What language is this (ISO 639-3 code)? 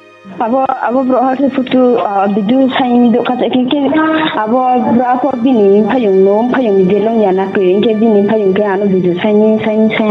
ria